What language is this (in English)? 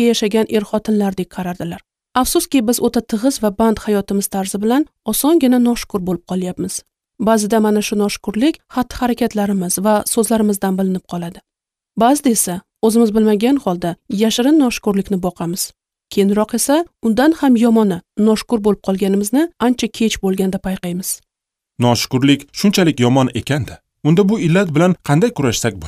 Uzbek